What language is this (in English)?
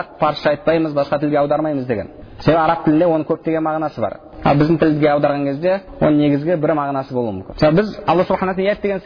Kazakh